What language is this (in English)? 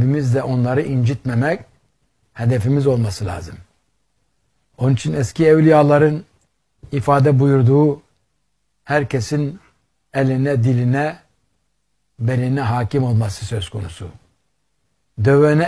Turkish